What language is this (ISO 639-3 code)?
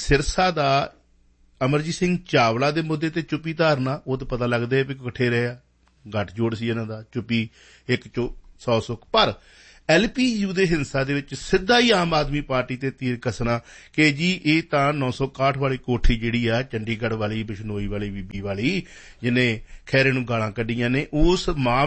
pan